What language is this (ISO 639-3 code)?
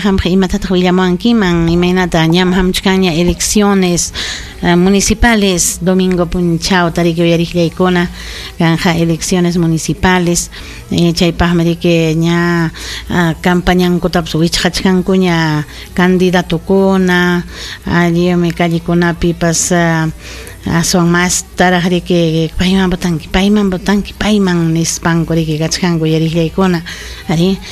quy